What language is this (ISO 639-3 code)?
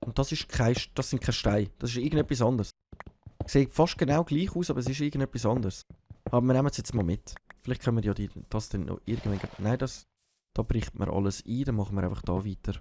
gsw